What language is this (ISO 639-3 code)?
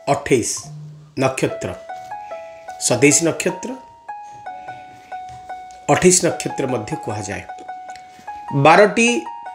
ori